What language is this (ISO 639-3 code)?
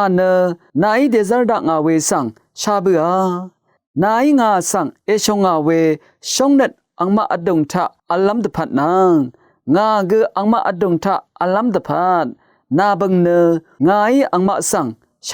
raw